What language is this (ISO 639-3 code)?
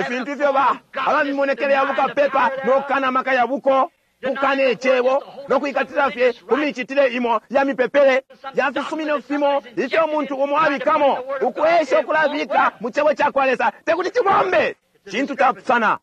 bem